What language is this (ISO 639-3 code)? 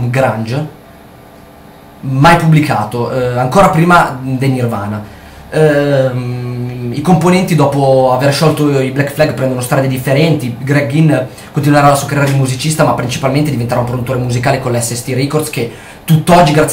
ita